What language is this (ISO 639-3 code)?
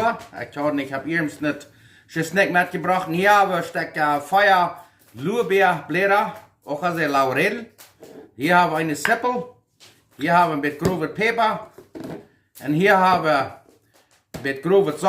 pdt